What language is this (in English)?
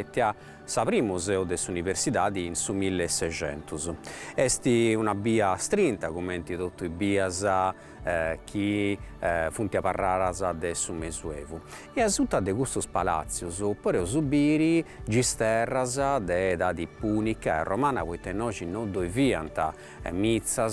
Sardinian